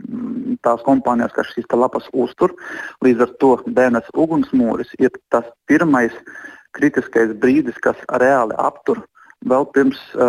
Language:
Latvian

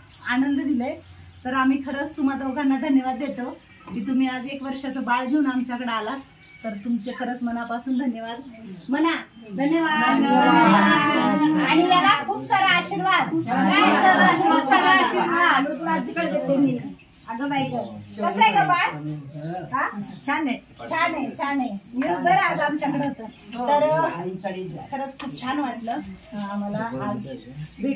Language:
Marathi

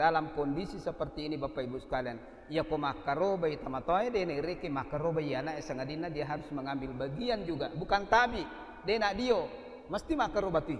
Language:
Buginese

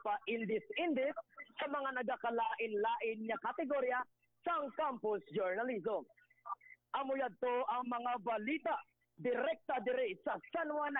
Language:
Hiligaynon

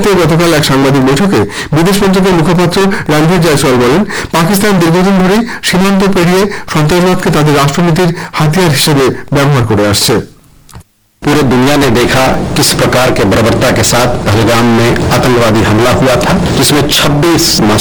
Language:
Bangla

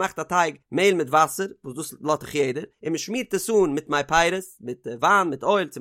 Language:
Yiddish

